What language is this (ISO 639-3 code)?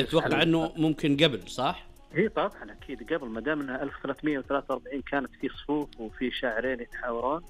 ars